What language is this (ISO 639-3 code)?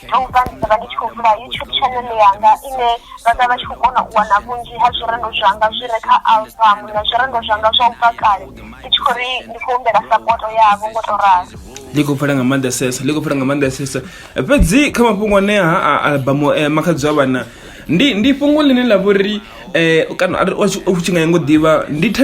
ven